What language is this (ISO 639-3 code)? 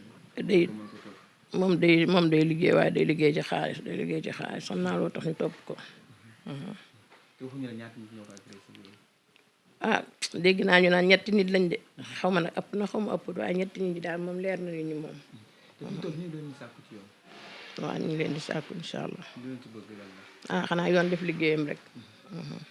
wol